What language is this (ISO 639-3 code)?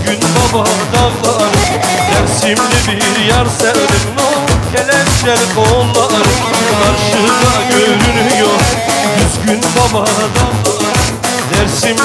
tur